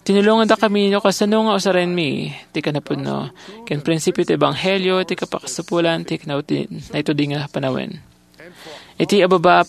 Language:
Iloko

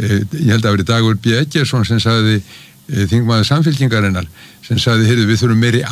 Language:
Icelandic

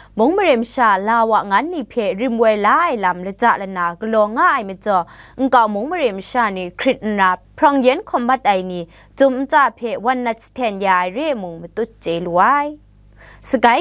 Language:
Kachin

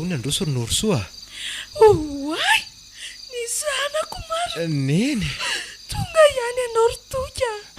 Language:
Malagasy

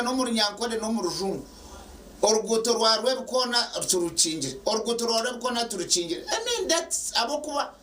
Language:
Nyankole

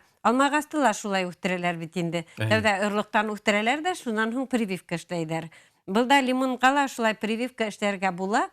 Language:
Bashkir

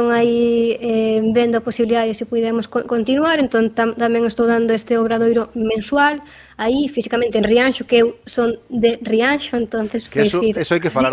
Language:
Galician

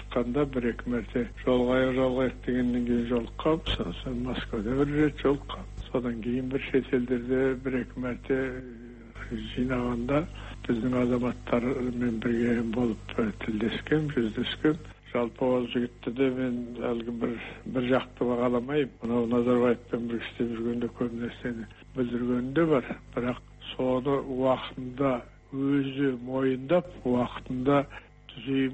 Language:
Kazakh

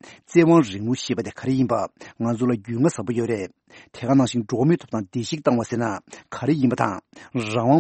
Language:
Tibetan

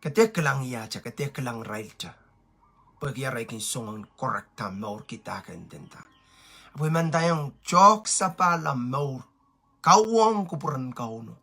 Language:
Pohnpeian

